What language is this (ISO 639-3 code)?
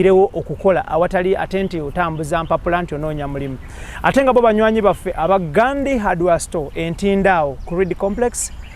lug